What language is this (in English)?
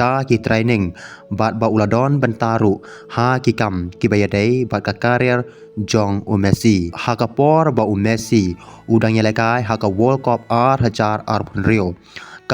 Khasi